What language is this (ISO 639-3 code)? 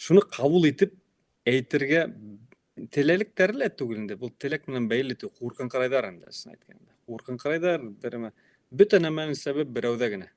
bak